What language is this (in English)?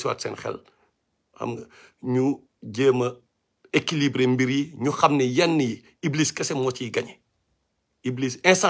Wolof